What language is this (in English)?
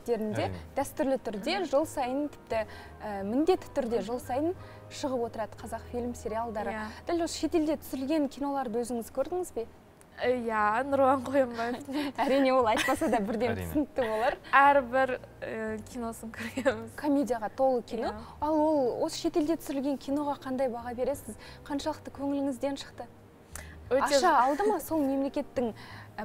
Kazakh